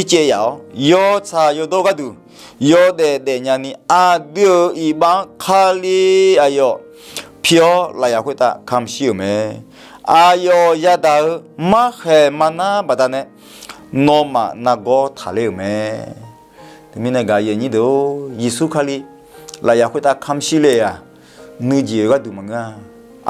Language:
Akha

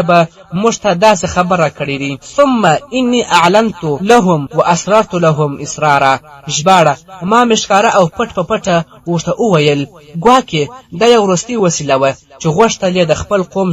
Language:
Pashto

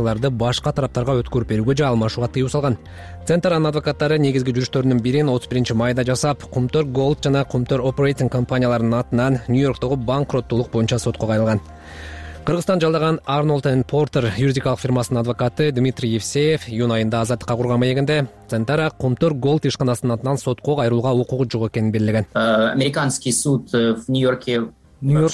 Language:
Kyrgyz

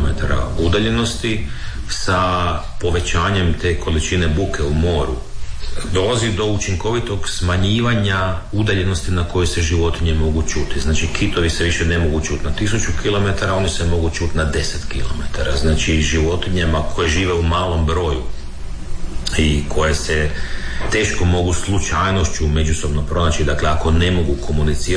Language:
Croatian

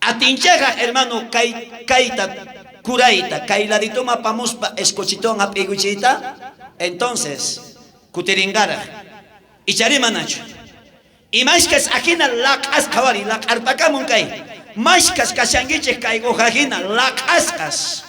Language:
South Bolivian Quechua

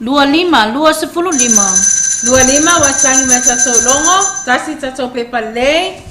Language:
Samoan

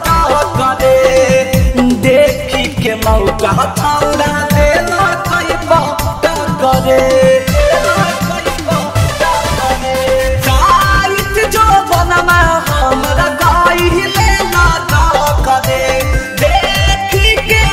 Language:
Bhojpuri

